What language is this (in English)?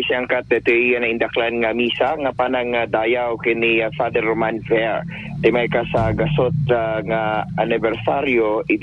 Iloko